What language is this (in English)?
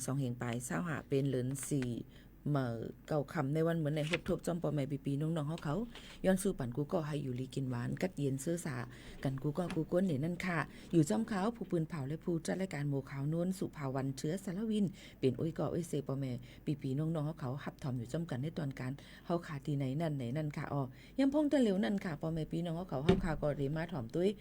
Shan